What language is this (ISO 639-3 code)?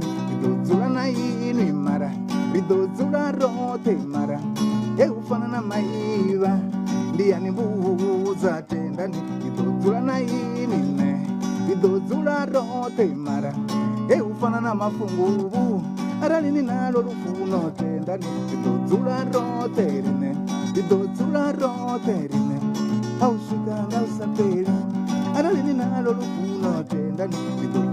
ven